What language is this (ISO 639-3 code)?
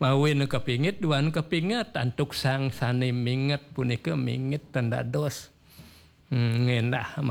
ban